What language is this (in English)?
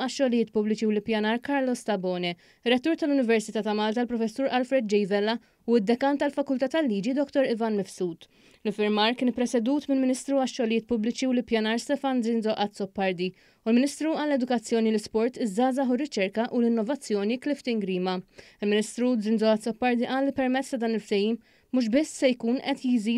Maltese